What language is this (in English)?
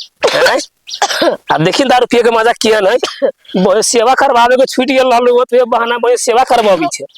Maithili